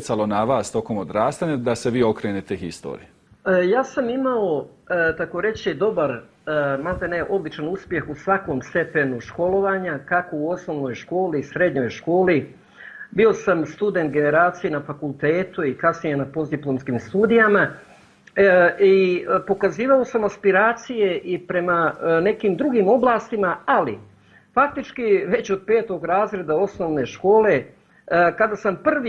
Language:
Bosnian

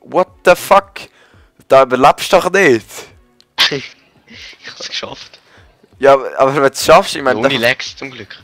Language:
Swiss German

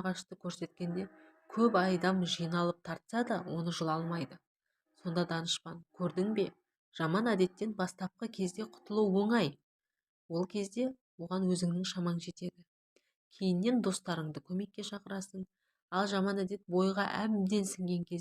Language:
Kazakh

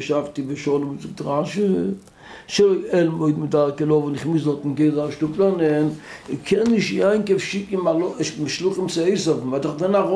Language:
Yiddish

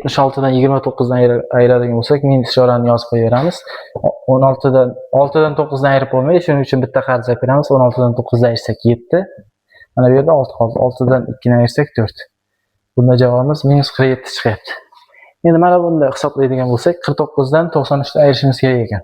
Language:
Uzbek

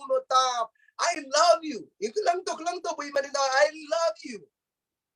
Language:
Pohnpeian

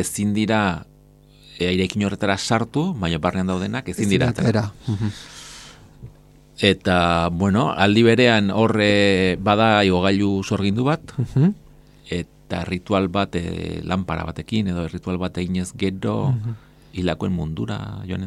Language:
Basque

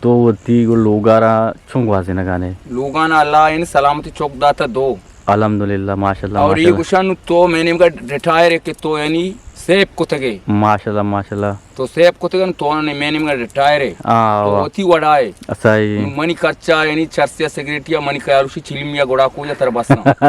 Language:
Eastern Balochi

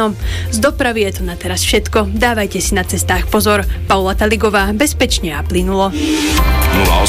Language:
Slovak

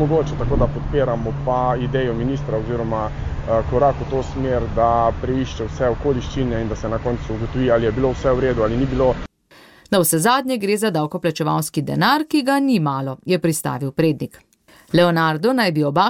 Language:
Slovenian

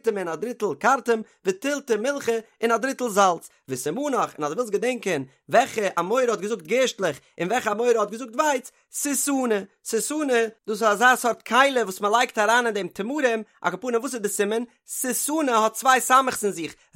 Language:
Yiddish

